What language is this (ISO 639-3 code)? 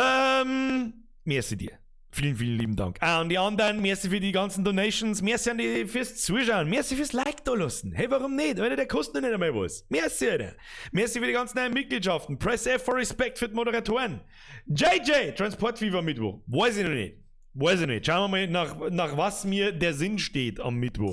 bar